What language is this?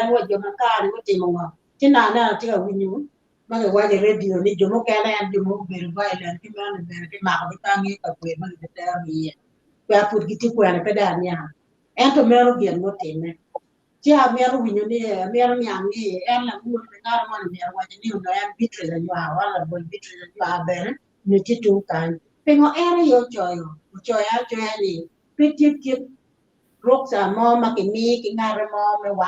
Acoli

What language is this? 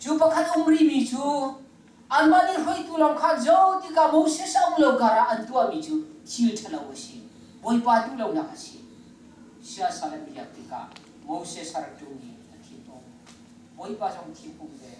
Hakha Chin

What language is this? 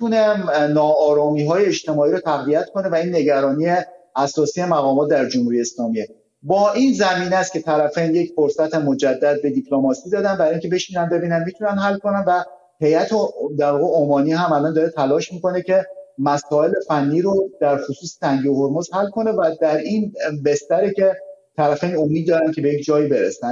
Persian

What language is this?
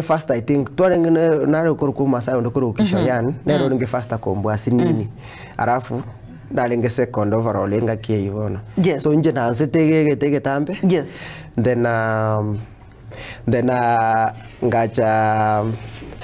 Gusii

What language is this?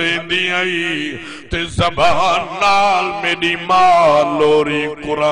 Saraiki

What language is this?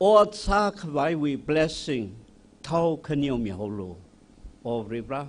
Tangkhul Naga (India)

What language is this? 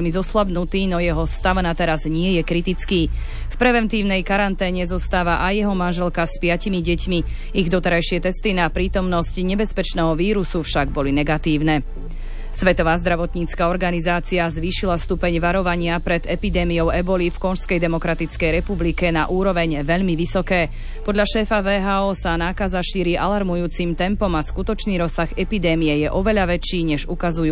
Slovak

